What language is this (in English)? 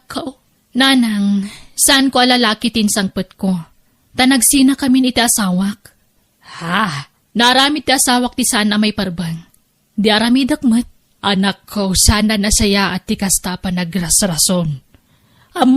Iloko